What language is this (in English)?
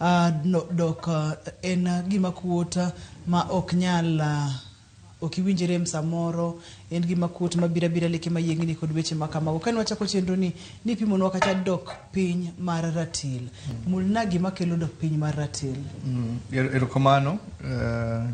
Luo (Kenya and Tanzania)